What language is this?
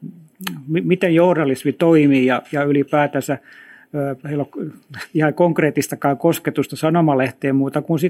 Finnish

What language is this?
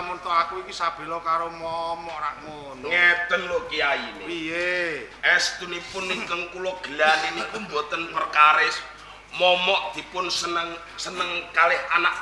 Javanese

